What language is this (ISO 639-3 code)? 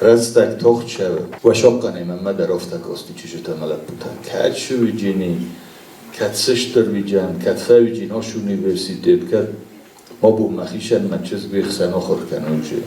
oss